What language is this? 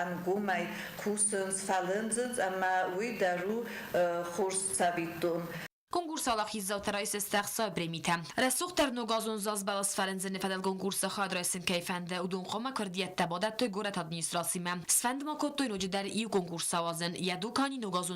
Ossetic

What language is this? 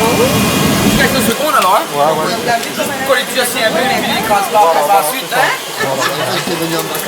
Réunion Creole French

